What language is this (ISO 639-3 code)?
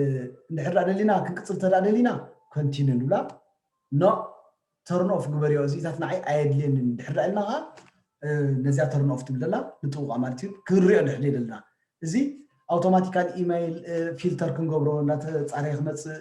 tir